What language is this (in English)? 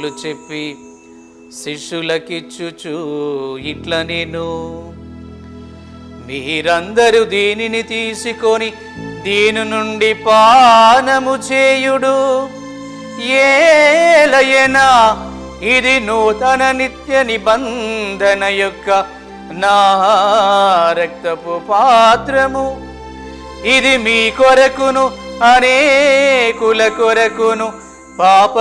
Telugu